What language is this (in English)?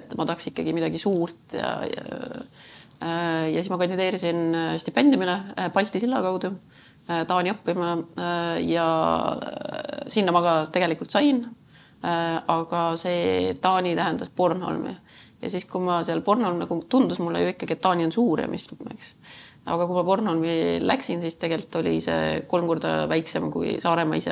Estonian